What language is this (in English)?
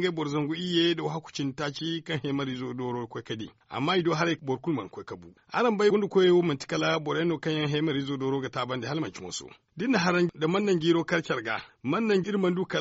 Zarma